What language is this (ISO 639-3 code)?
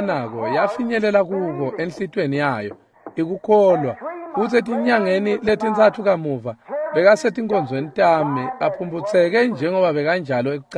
ssw